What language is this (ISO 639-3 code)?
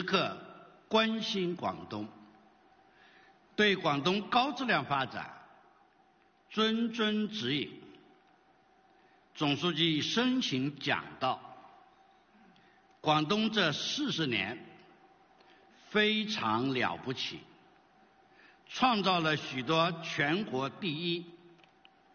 zho